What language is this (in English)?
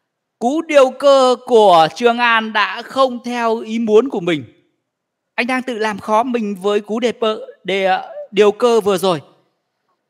Vietnamese